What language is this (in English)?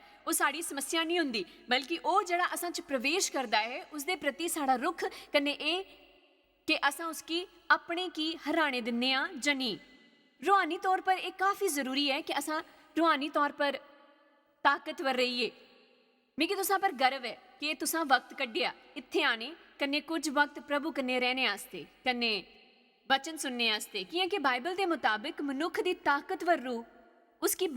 Dogri